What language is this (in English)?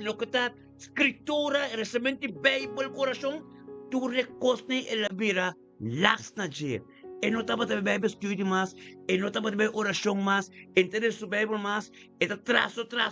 Papiamento